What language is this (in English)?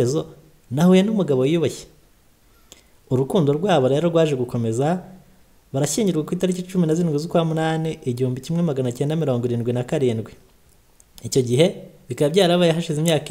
Kinyarwanda